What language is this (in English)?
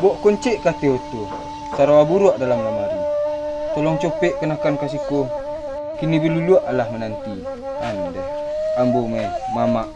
Minangkabau